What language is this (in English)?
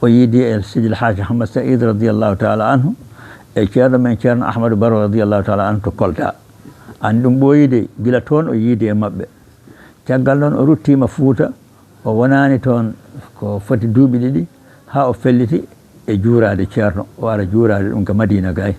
Fula